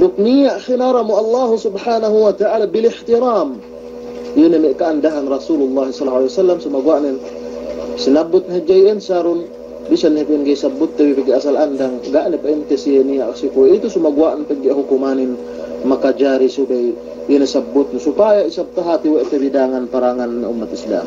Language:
Yakan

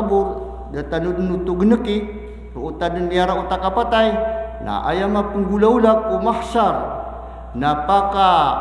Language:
Maranao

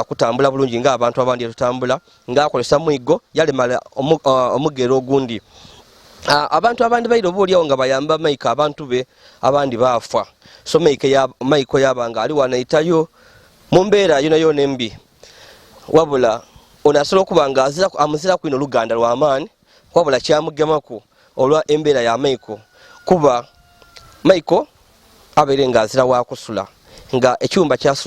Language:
Ganda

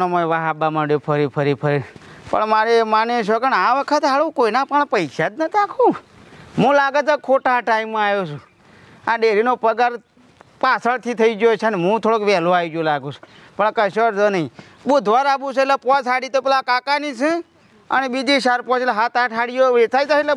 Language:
Gujarati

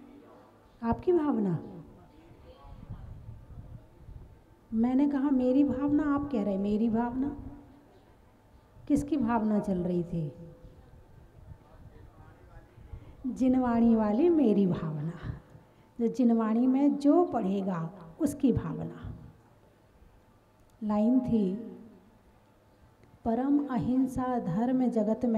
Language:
Hindi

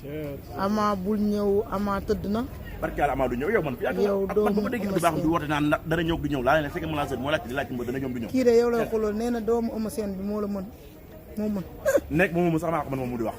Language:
Wolof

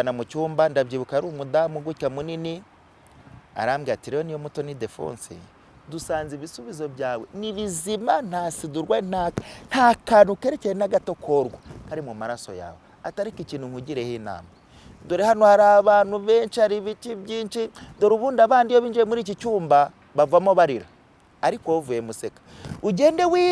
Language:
Kinyarwanda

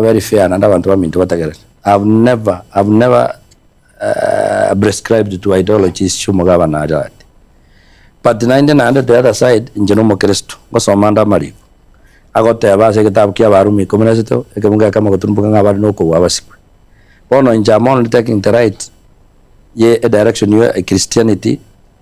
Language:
Gusii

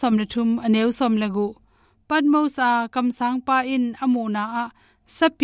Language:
Tedim Chin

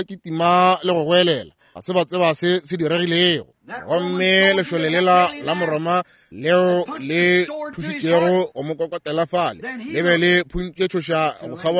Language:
Northern Sotho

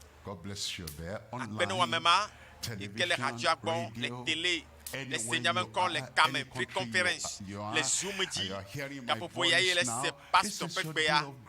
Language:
Ewe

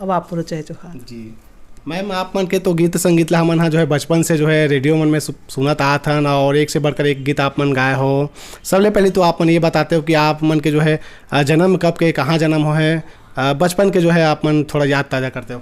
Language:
Chhattisgarhi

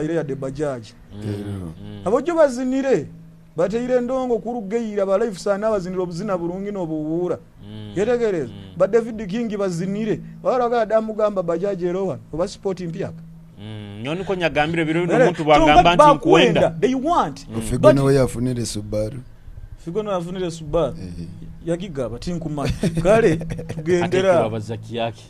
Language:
Nyoro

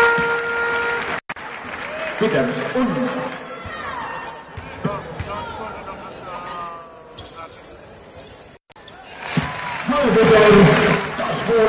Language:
Catalan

